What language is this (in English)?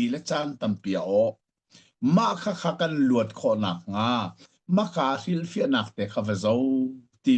Hakha Chin